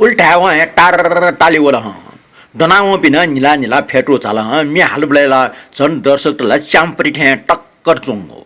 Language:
Newari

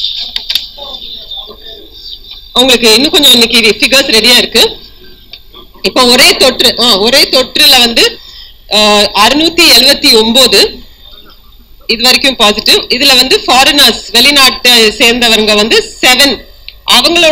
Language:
Tamil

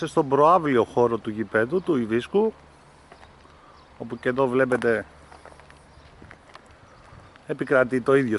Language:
Greek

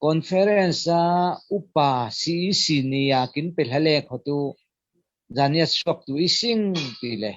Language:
Falam Chin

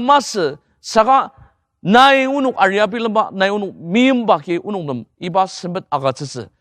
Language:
Ao Naga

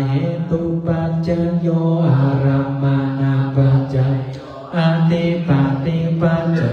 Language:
Pali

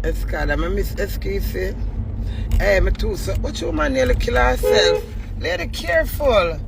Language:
Jamaican Creole English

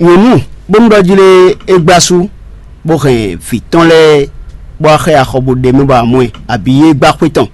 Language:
Fon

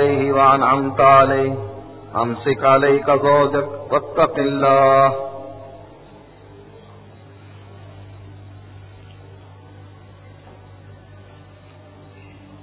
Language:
Urdu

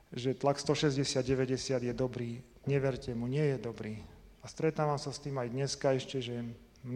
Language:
Slovak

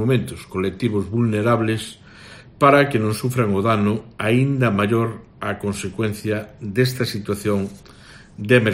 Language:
Galician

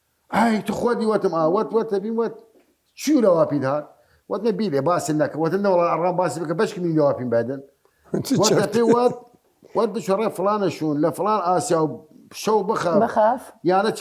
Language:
Southern Kurdish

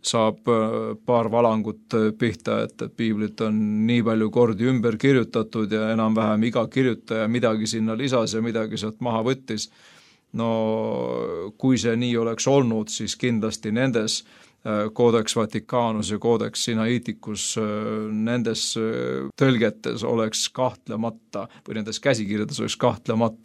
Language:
Estonian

